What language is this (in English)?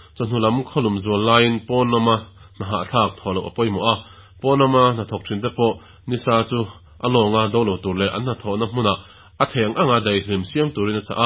Mizo